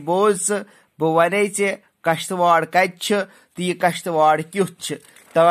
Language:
Kashmiri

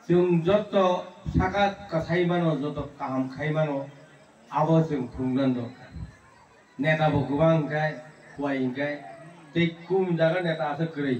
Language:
Kok Borok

